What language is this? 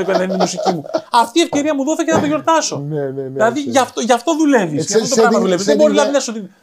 Greek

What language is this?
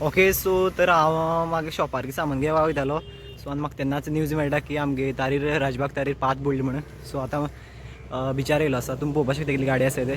Konkani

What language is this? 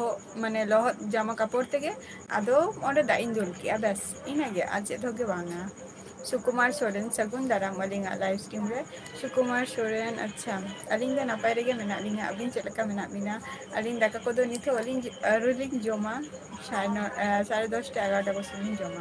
Santali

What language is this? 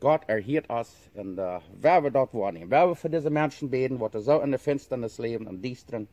Plautdietsch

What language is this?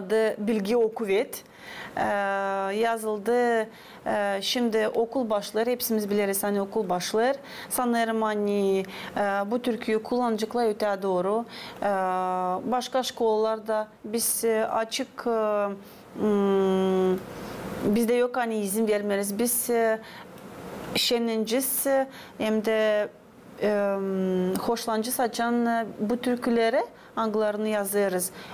Gagauz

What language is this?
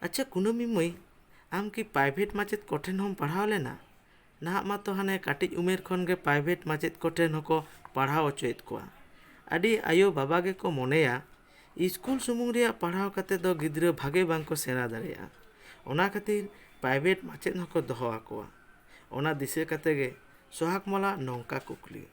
Santali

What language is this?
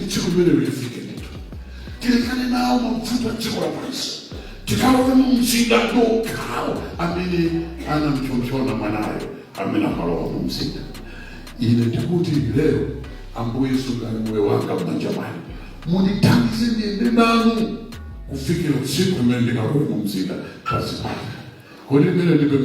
Nyanja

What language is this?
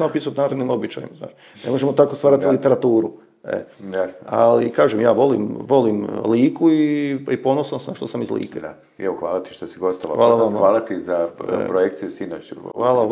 Croatian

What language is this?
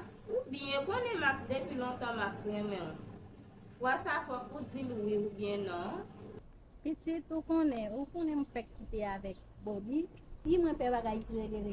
Haitian Creole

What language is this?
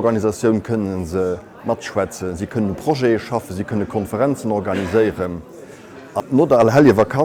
Luxembourgish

